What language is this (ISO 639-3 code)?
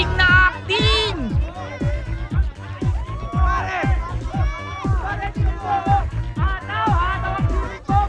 fil